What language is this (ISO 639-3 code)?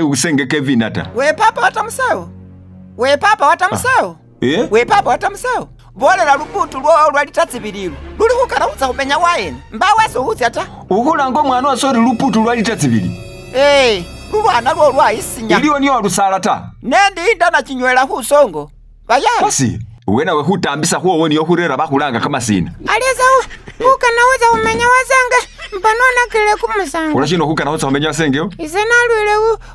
myx